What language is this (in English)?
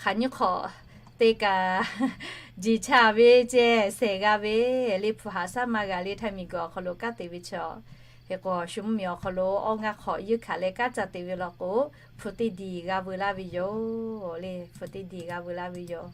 Lahu